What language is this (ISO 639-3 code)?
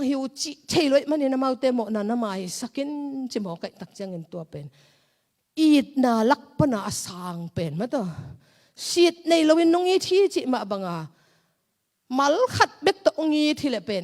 ctd